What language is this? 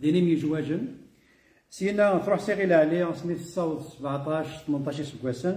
Kabyle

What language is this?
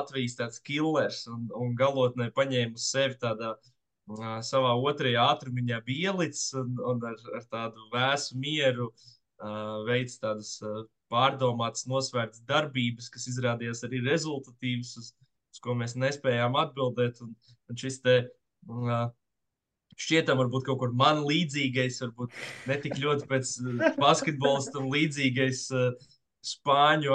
Latvian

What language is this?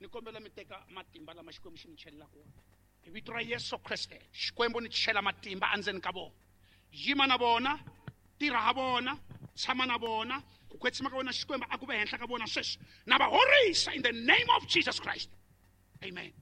Tsonga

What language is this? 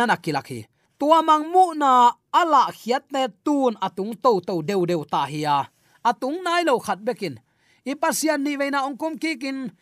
Tedim Chin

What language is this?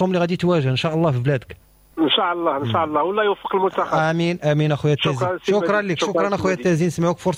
Moroccan Arabic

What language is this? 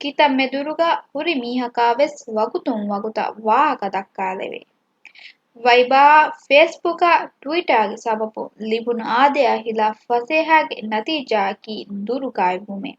Divehi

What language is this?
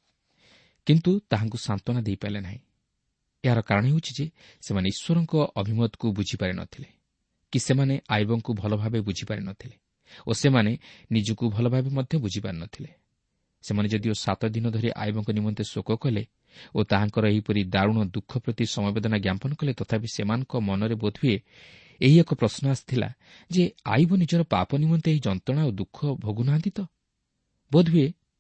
Odia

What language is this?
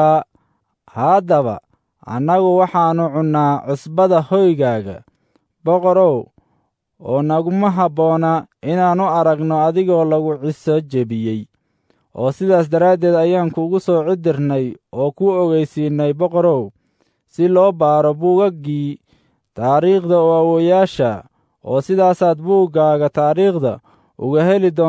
Somali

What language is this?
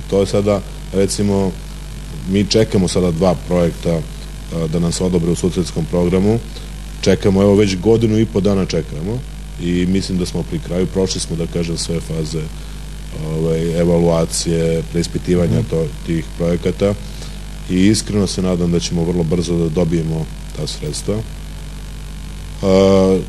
Serbian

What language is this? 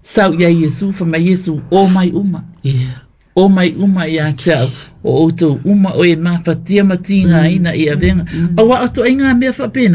Samoan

